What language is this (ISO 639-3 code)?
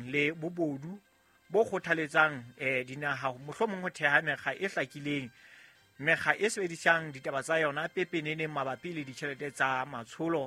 sot